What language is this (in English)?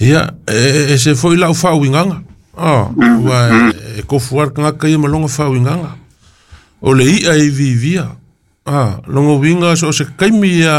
Samoan